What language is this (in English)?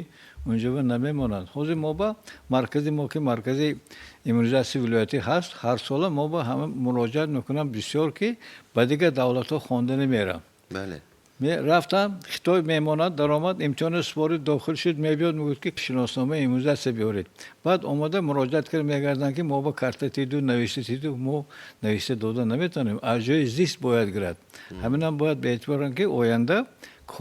Tajik